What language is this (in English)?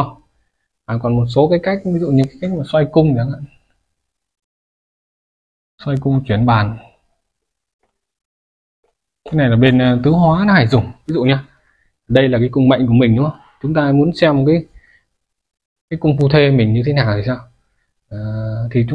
Vietnamese